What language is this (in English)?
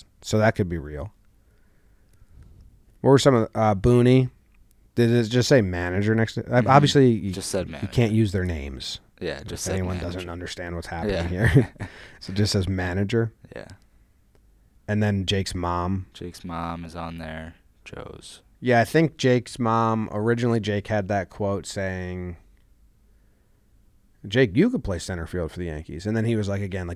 English